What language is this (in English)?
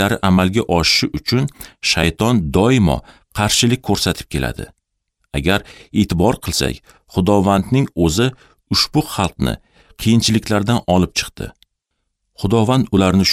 Uzbek